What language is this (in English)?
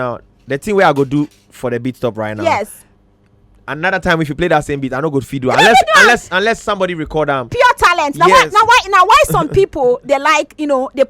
Nigerian Pidgin